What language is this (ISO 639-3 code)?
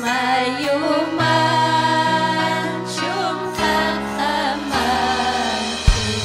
quy